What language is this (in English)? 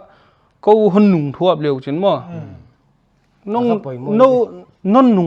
Paite Chin